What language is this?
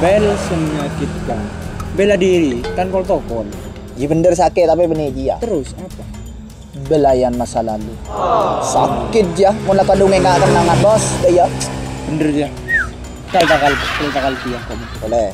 Madurese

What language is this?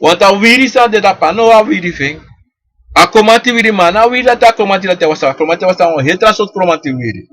Sranan Tongo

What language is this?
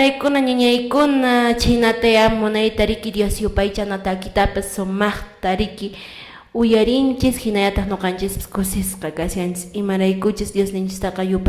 Quechua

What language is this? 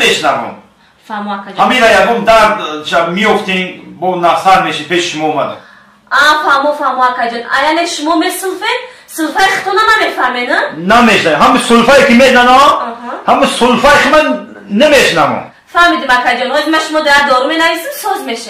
Tajik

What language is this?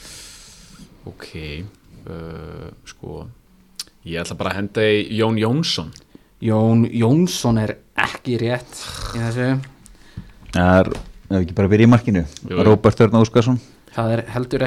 Icelandic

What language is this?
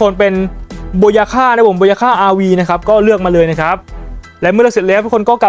Thai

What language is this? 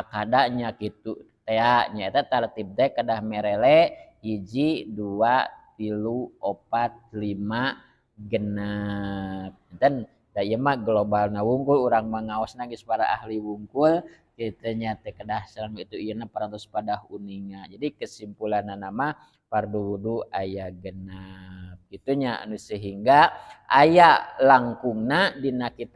Sundanese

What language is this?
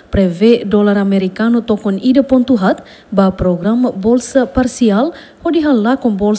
Tetum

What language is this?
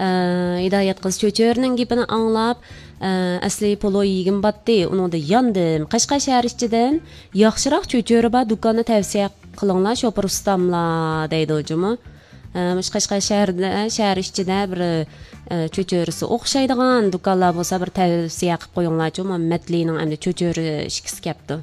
Uyghur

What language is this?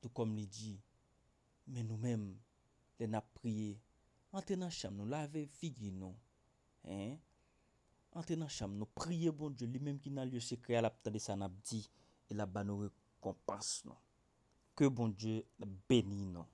Haitian Creole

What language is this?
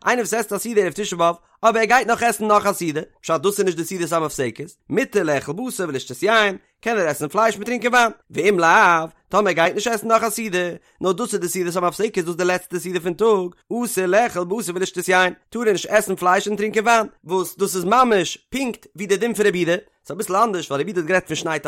Yiddish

